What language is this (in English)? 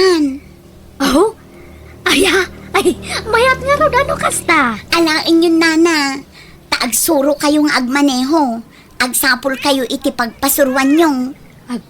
Iloko